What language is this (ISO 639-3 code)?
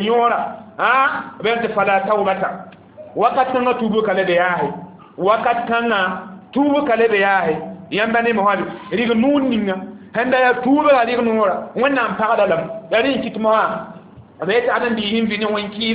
mos